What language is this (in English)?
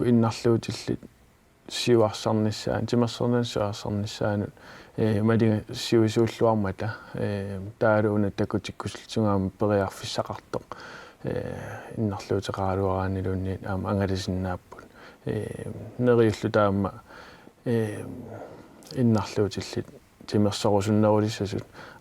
Kalaallisut